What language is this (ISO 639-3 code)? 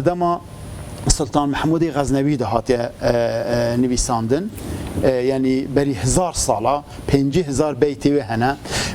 kur